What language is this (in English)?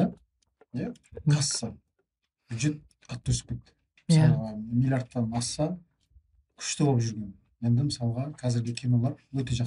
Kazakh